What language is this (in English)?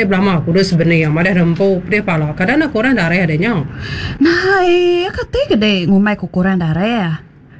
Iban